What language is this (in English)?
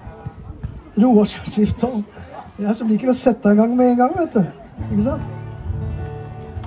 Norwegian